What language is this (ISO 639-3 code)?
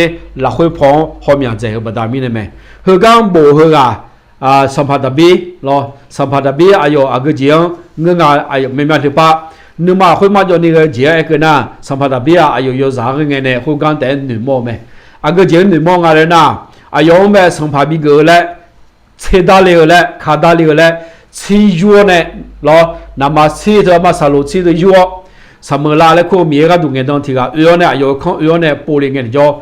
ahk